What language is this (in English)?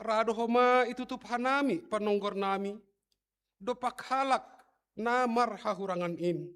Batak Simalungun